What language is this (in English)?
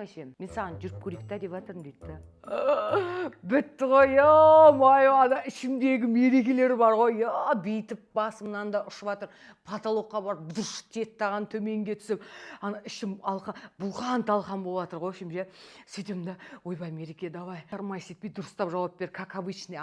Kazakh